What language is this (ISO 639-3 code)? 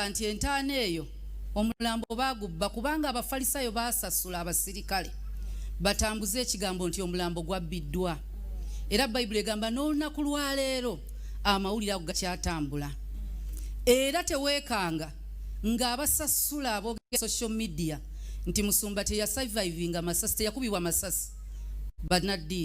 lug